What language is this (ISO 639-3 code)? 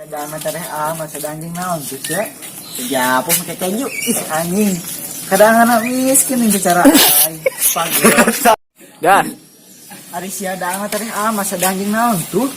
sun